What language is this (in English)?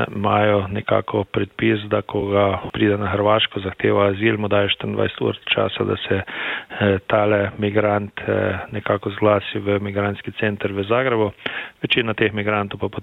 Slovenian